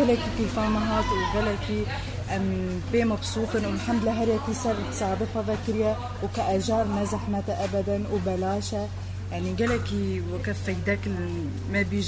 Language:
Kurdish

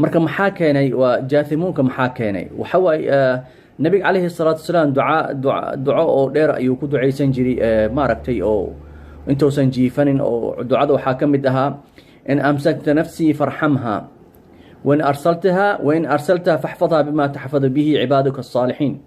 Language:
Somali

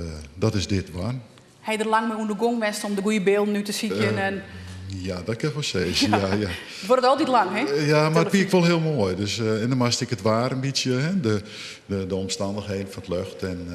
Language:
Western Frisian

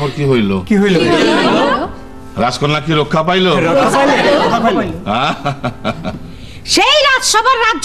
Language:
Bangla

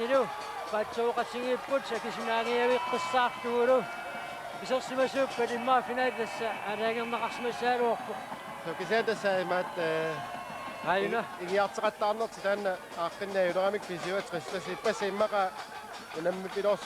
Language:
Kalaallisut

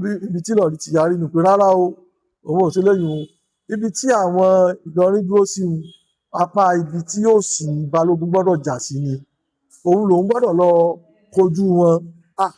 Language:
Yoruba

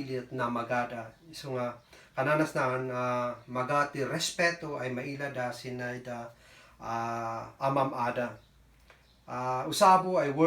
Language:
Kankanaey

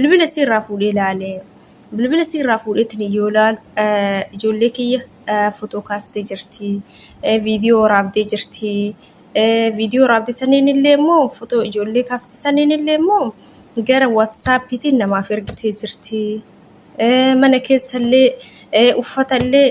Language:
Oromo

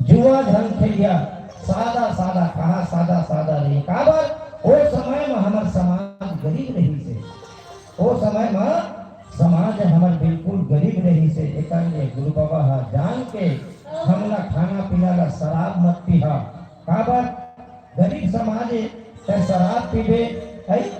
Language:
Chhattisgarhi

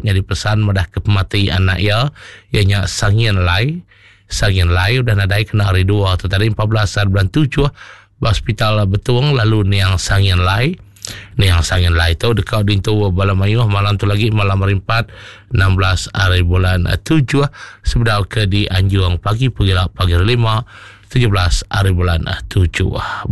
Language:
Iban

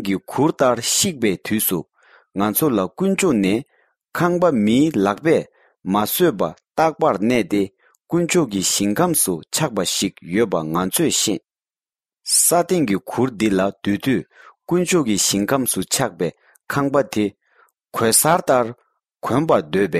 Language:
Tibetan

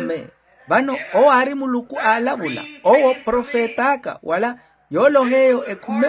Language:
Makhuwa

